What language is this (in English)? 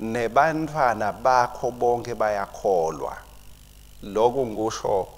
Swati